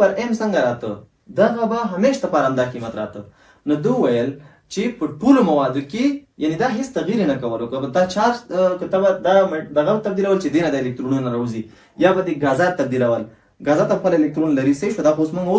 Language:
Pashto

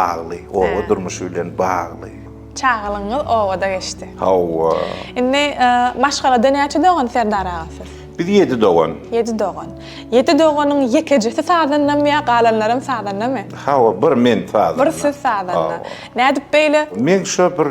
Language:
Turkmen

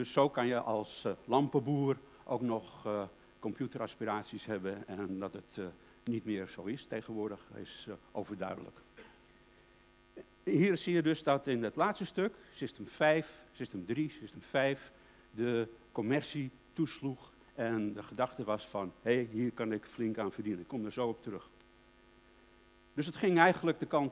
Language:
Dutch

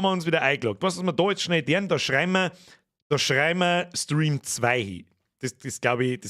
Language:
Bavarian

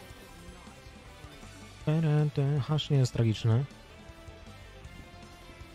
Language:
Polish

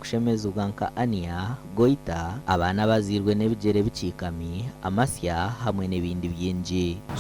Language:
Nyankole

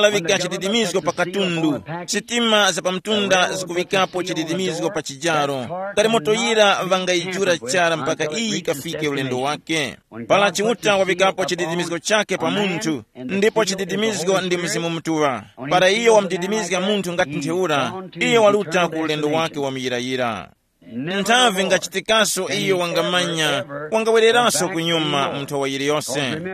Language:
Tumbuka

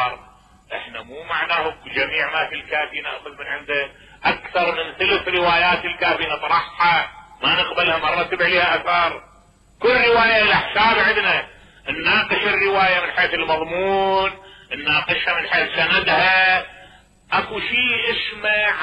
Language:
Mesopotamian Arabic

